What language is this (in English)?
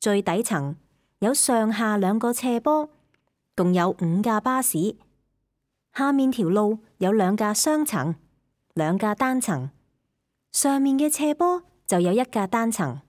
Cantonese